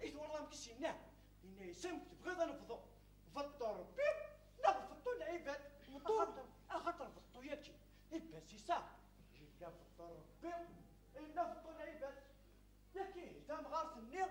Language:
Kabyle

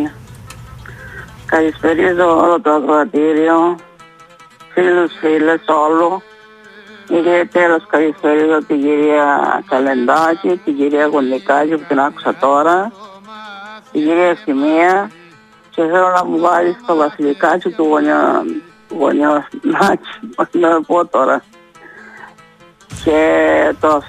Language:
Greek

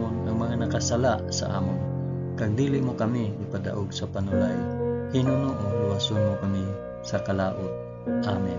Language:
Hiligaynon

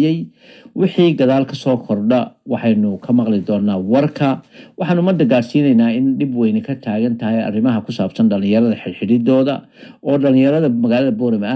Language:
Somali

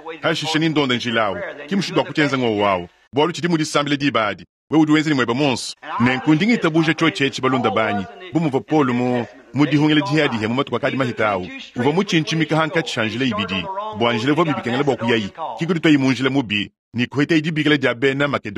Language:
Luba-Lulua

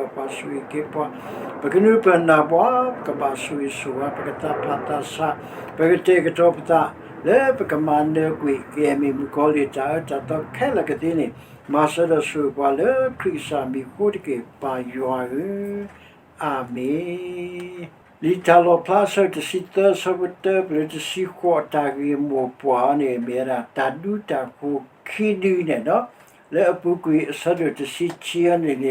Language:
S'gaw Karen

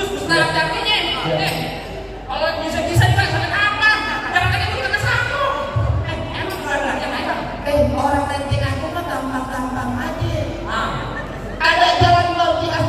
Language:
Betawi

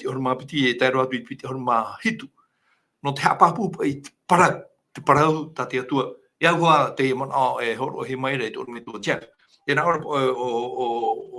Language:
Tahitian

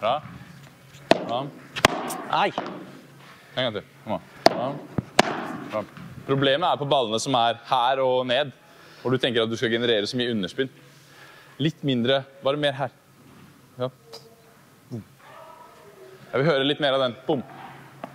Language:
Norwegian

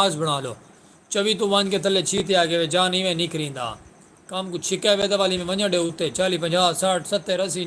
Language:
Saraiki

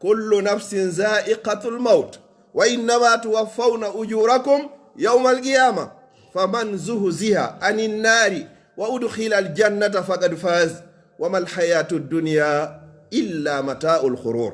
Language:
Pular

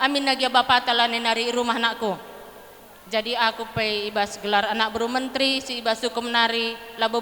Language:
Batak Karo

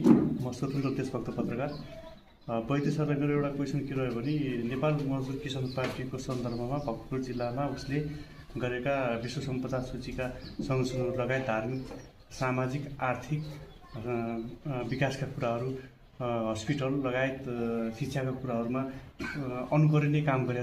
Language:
Nepali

